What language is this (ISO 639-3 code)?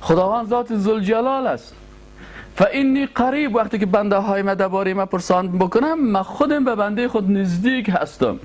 fas